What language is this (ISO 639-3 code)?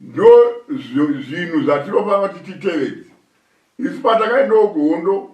sna